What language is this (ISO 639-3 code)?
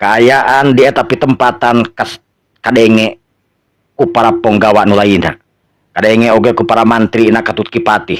sun